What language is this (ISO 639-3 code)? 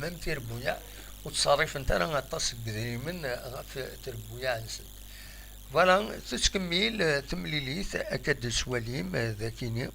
kab